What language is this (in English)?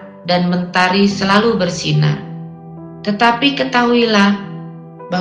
Batak Karo